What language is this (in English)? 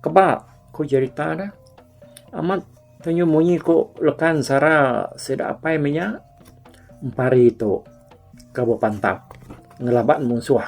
Iban